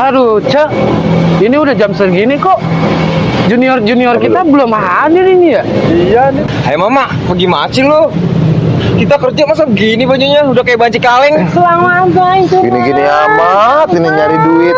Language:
Betawi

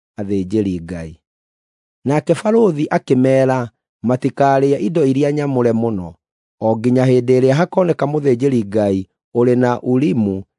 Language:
Kikuyu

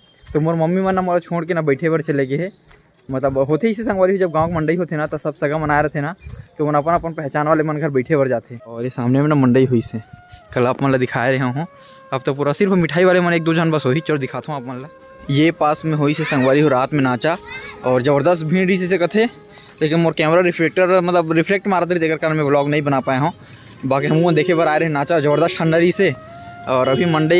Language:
Chhattisgarhi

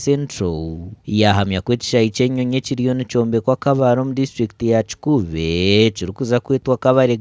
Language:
Nyankole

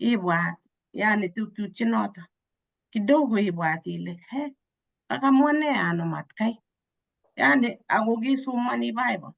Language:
Kalenjin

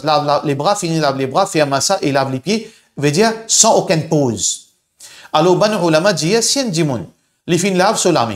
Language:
Morisyen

